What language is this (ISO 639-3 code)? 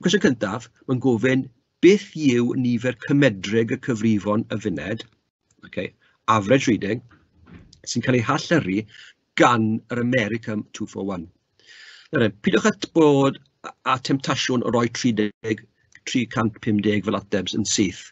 cym